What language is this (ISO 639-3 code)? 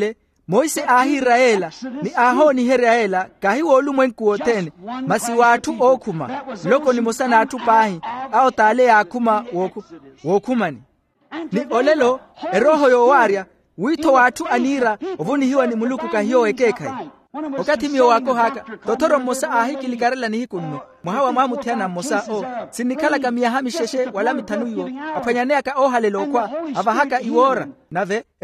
vmw